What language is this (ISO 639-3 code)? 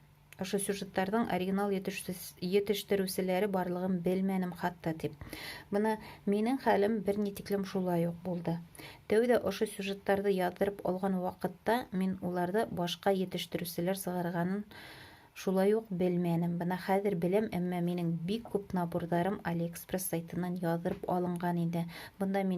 bak